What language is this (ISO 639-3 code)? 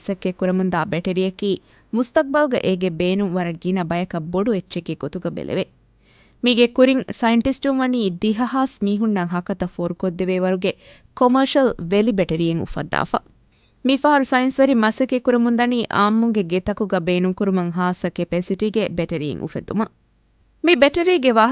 div